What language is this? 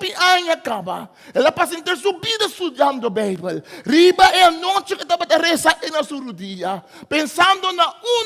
Papiamento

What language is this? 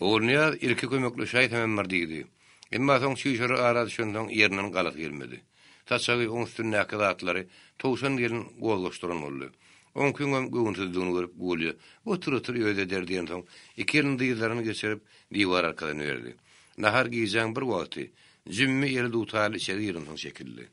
Turkmen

